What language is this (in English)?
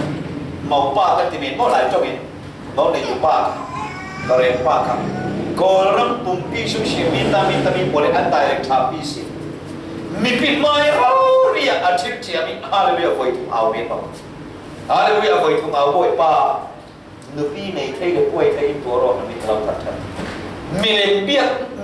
Falam Chin